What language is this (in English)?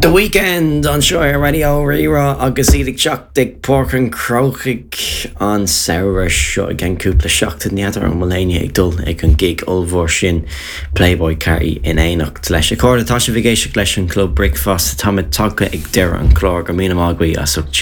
Irish